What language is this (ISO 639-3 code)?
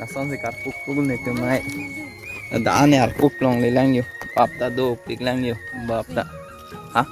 mjw